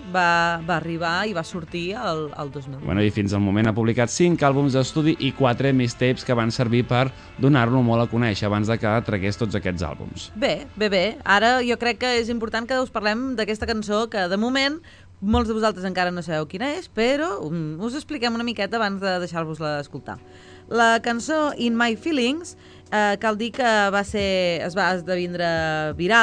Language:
Catalan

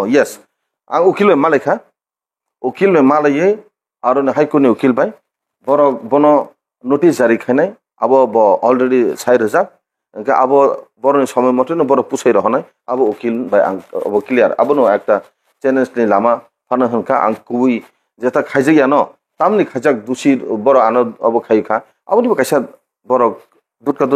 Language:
Kok Borok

